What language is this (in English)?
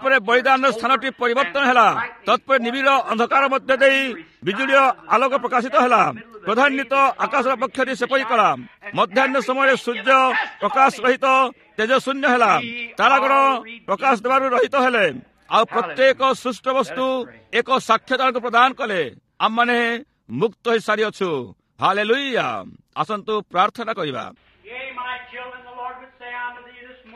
Odia